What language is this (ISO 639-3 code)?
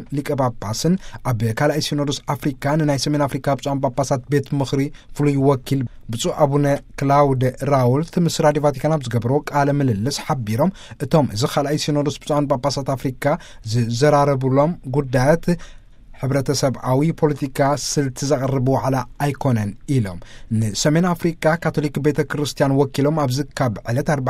tir